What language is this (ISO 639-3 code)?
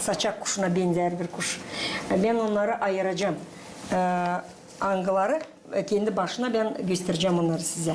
gag